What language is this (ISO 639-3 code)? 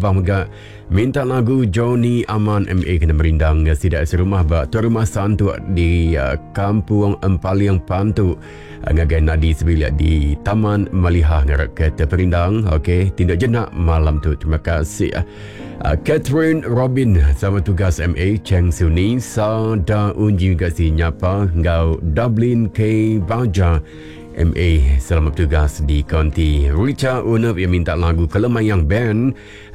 iba